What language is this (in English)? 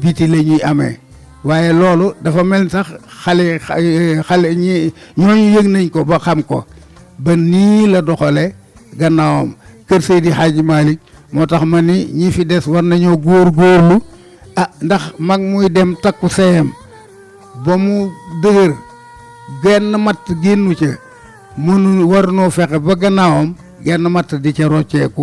Wolof